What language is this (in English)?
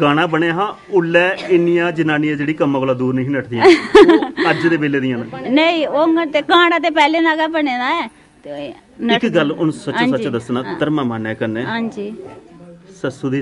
Dogri